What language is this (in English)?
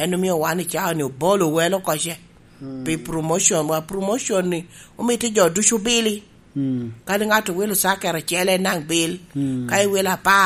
Lango (Uganda)